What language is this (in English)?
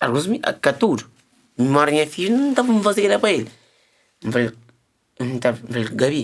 Kabuverdianu